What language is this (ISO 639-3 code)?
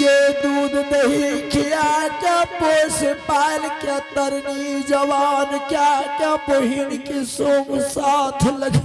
anp